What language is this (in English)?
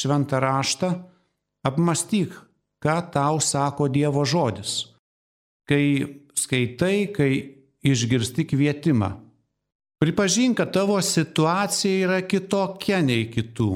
Lithuanian